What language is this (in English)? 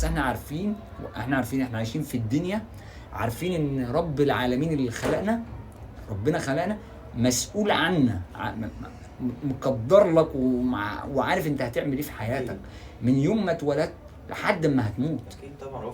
Egyptian Arabic